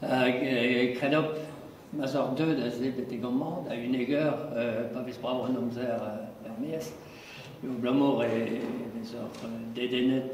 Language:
Breton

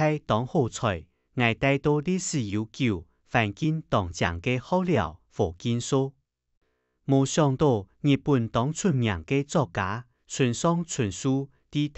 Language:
Hakka Chinese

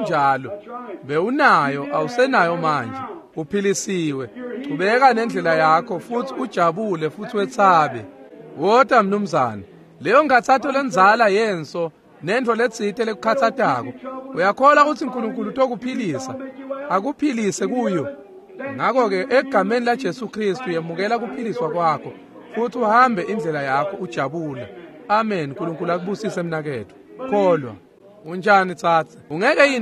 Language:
Swati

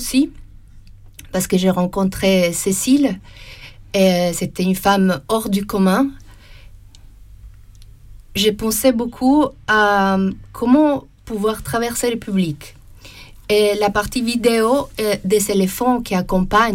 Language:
French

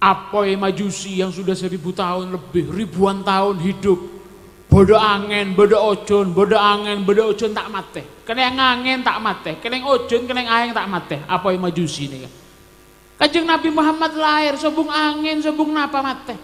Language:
Madurese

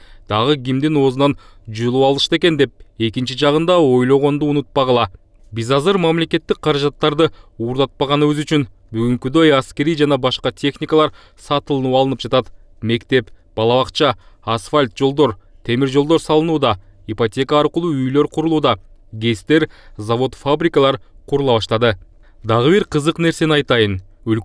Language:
Kyrgyz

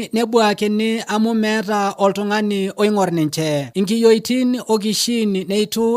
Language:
Masai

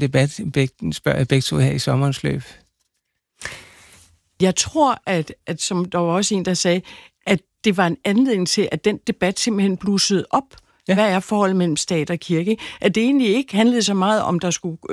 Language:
Danish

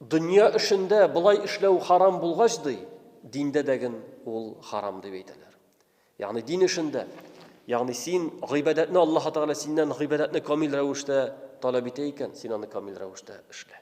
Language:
Tatar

